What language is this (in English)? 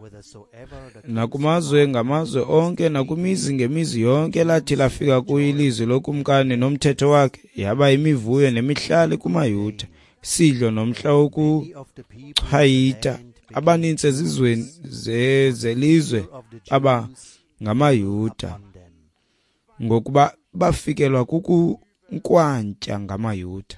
Xhosa